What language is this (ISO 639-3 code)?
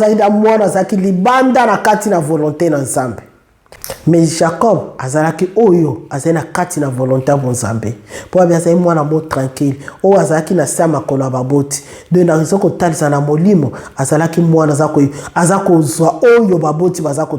lin